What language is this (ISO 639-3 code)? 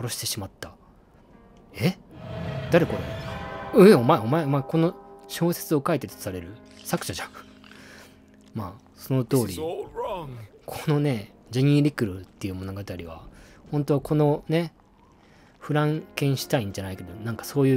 jpn